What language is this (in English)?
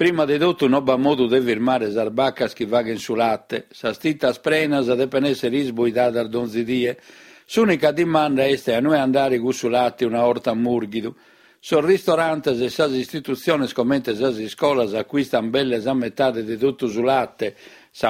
Sardinian